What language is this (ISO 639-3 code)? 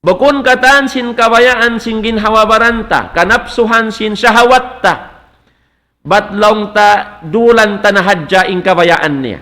tsg